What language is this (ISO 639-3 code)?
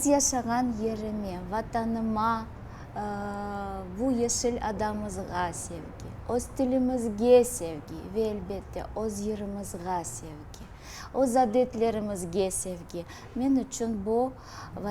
crh